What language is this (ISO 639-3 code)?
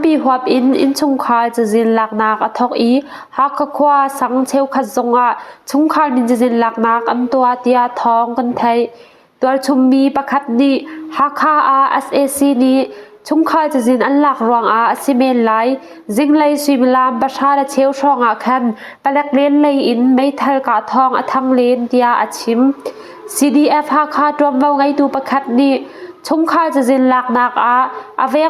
cnh